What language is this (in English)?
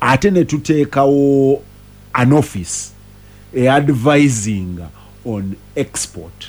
Ganda